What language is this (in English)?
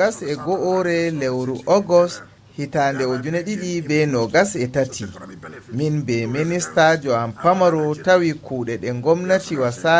Fula